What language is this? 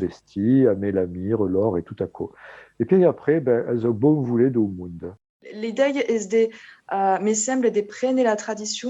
Occitan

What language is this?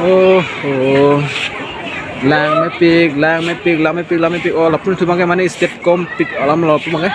Karbi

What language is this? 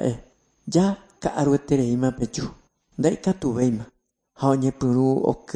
Guarani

